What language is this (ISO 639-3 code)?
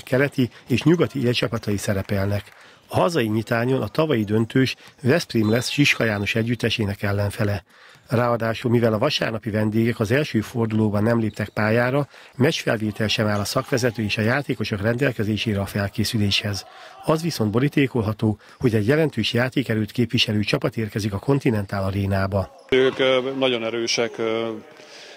hun